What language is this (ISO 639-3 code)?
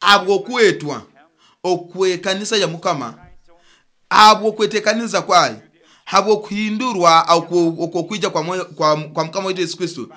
nyo